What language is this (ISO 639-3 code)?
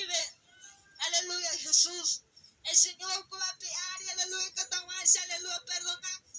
grn